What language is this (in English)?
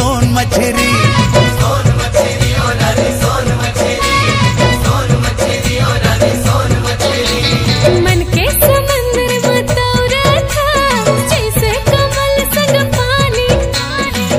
Chhattisgarhi